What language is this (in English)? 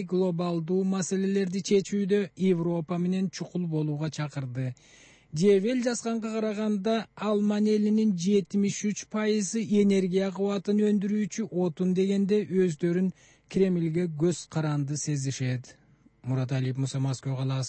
Kyrgyz